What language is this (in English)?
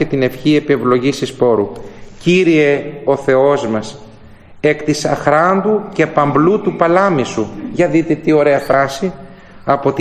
Greek